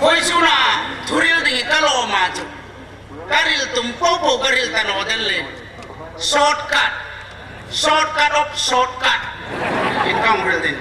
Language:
Hmar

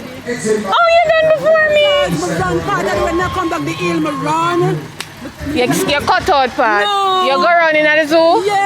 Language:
Jamaican Creole English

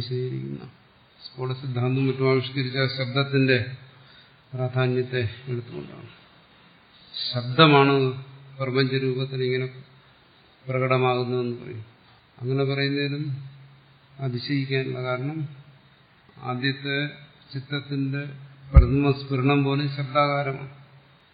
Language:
Malayalam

